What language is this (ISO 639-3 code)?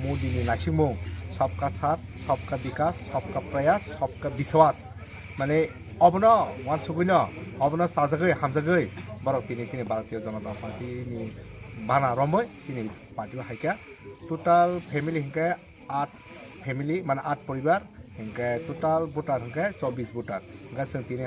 trp